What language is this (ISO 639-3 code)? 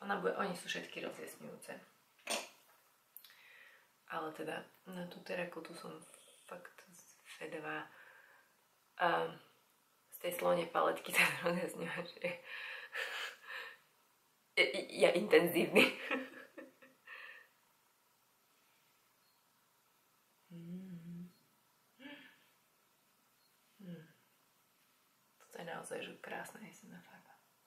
slk